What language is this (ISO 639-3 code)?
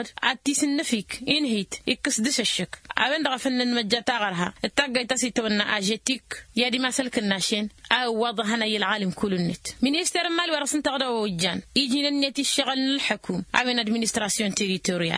taq